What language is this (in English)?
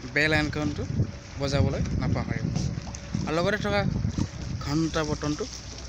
Assamese